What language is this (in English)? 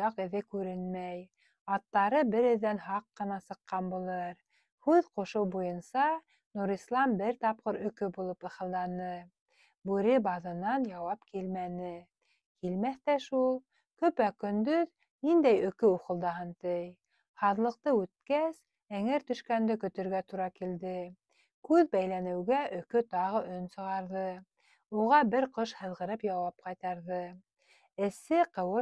Bashkir